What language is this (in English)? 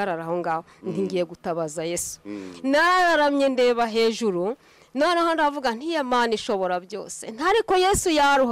Kinyarwanda